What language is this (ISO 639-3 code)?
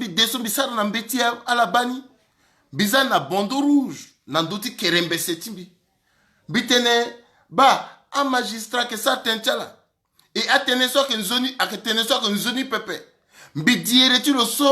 sag